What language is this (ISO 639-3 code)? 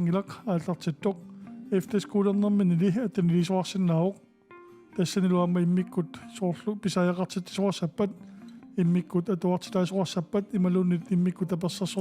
kal